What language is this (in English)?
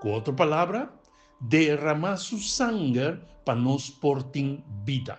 Papiamento